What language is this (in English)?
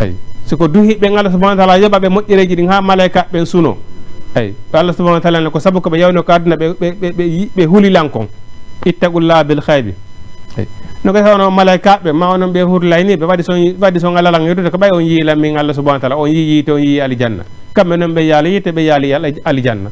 Fula